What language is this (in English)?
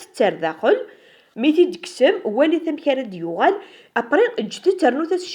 Kabyle